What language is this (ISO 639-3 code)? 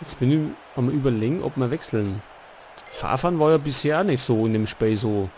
bar